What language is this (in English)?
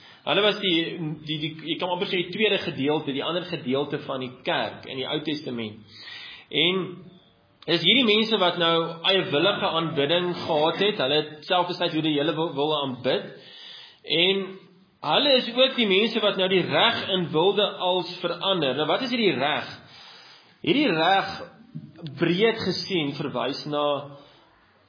Afrikaans